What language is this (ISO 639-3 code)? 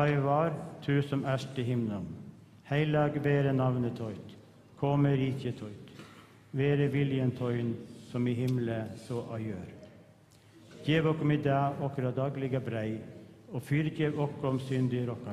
fao